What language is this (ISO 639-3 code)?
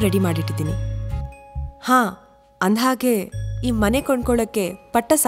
kan